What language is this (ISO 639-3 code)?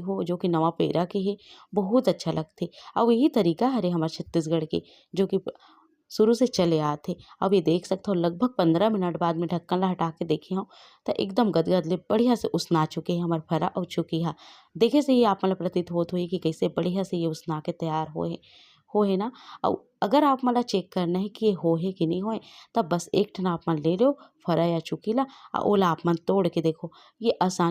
hne